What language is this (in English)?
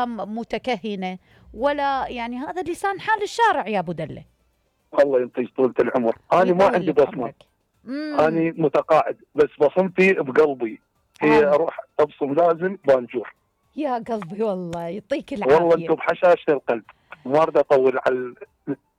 Mesopotamian Arabic